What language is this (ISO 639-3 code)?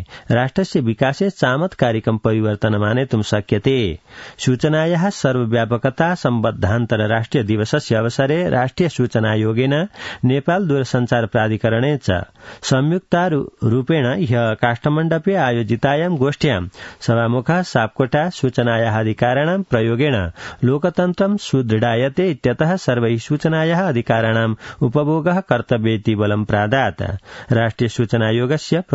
san